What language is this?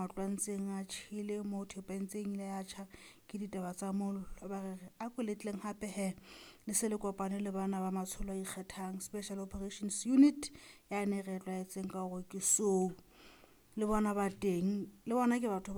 Southern Sotho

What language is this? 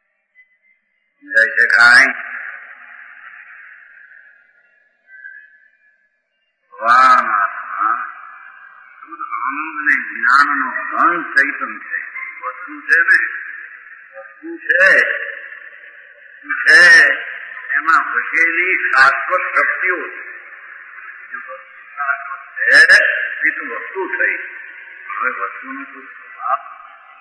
Gujarati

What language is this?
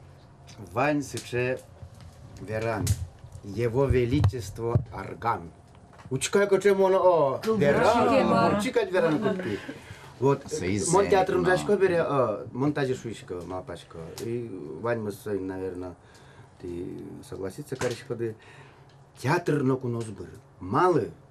Udmurt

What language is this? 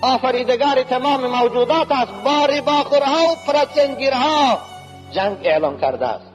Tajik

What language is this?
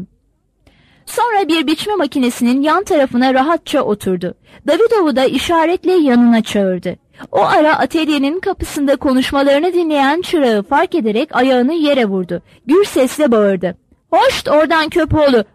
Turkish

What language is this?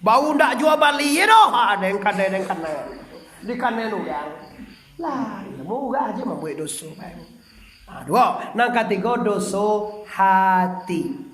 Minangkabau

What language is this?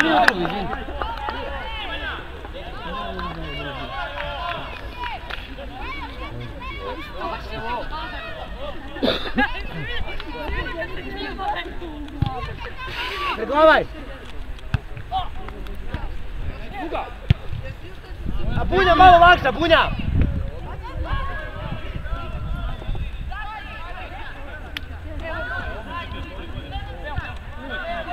Serbian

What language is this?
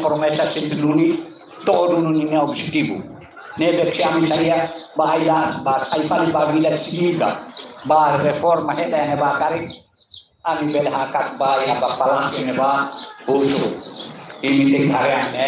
Tetum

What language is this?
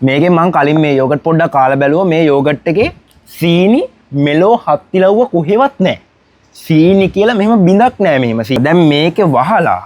Sinhala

